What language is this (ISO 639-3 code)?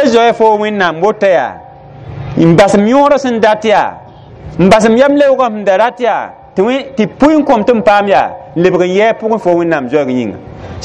mos